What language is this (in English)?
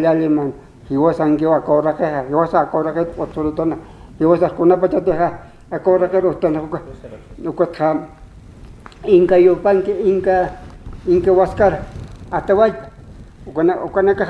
Aymara